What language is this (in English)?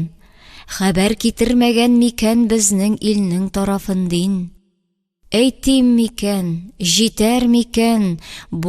Tatar